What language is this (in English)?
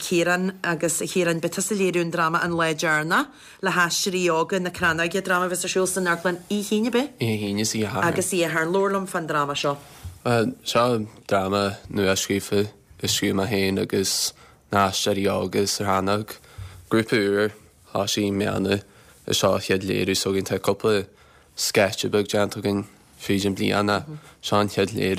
Irish